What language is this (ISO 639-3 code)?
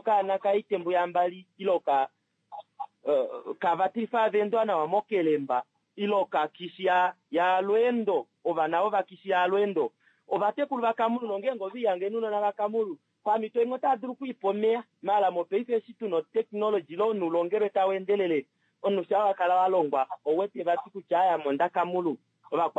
kua